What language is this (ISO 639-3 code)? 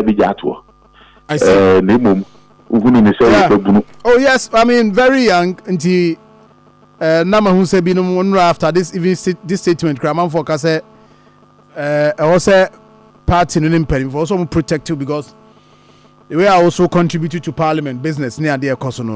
aka